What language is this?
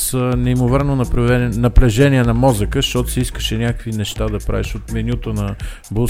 Bulgarian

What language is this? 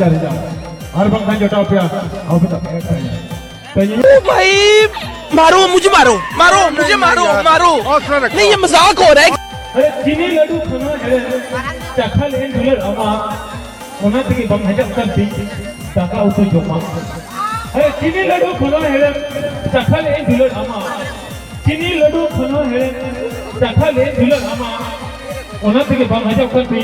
Santali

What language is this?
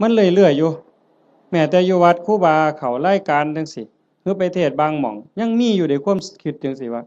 Northeastern Thai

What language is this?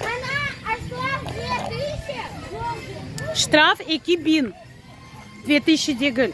Crimean Tatar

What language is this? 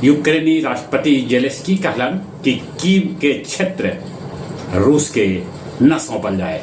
Magahi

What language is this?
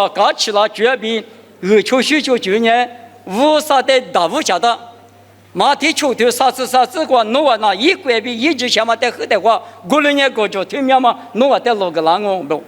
Lisu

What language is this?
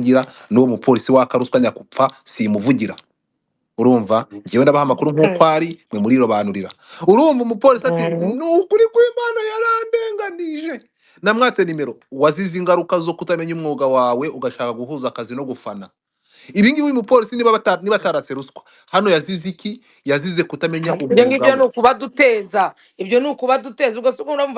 Kinyarwanda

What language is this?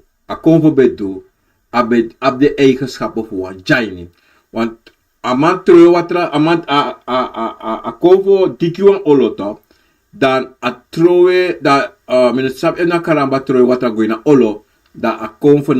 Sranan Tongo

